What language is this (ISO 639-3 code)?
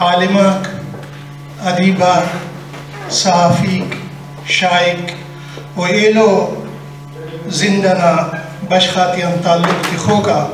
brh